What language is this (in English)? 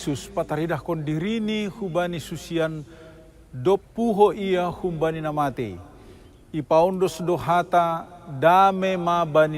Batak Simalungun